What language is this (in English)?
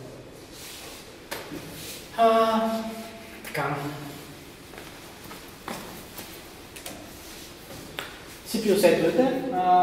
Bulgarian